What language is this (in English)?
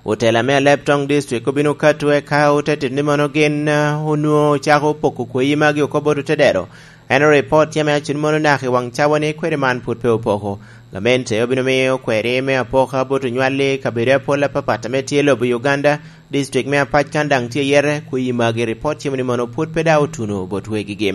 Lango (Uganda)